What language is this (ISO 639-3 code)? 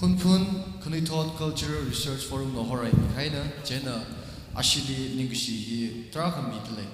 nmf